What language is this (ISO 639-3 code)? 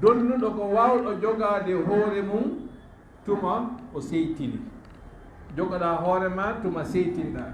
ful